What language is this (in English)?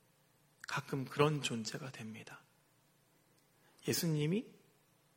Korean